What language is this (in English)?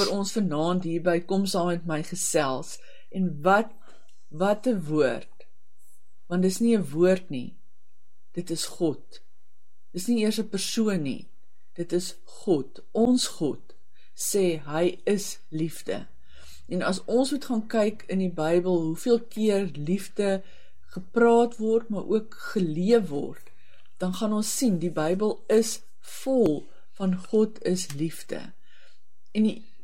Afrikaans